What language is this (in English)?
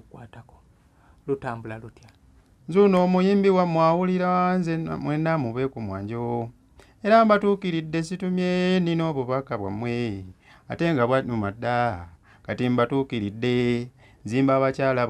Ganda